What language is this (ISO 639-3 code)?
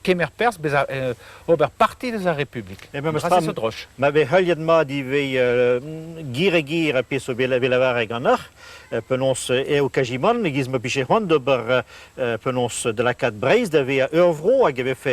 bre